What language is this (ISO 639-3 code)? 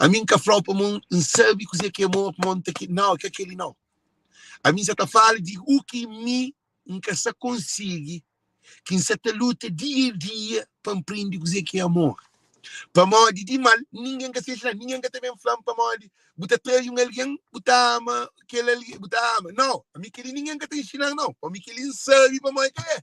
kea